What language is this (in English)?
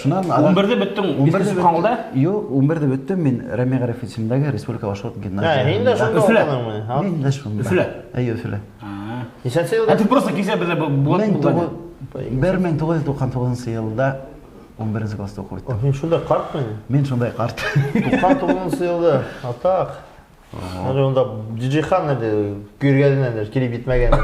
Bashkir